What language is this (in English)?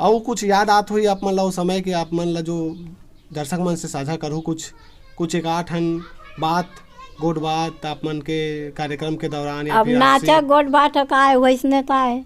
Chhattisgarhi